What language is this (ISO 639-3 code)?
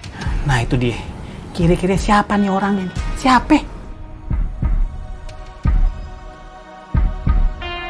ind